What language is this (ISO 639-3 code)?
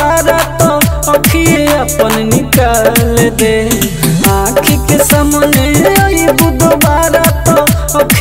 bho